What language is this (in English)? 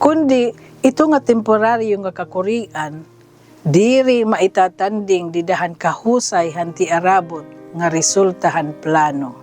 Waray